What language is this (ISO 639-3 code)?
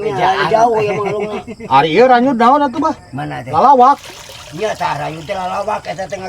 sun